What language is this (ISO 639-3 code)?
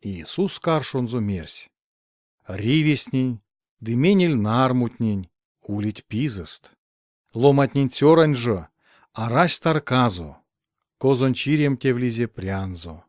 myv